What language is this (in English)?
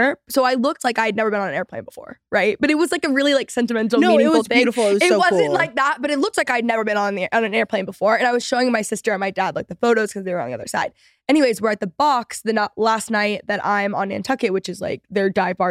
English